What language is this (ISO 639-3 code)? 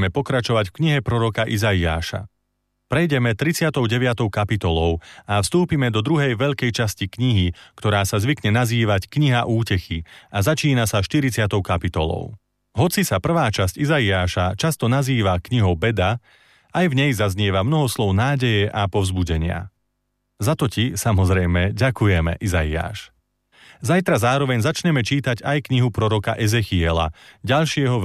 slk